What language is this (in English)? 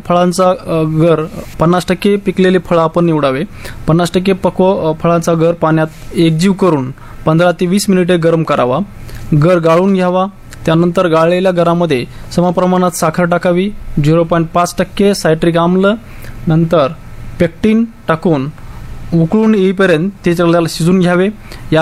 Marathi